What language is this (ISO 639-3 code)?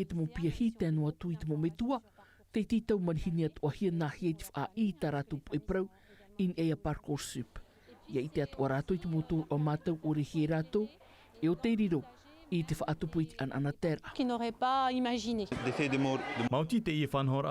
tah